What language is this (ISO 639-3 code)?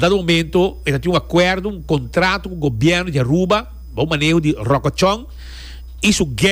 pap